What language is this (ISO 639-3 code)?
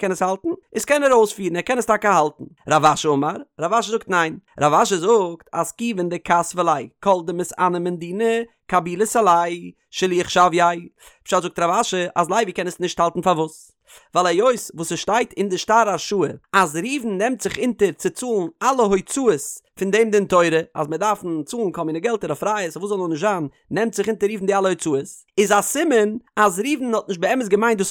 yid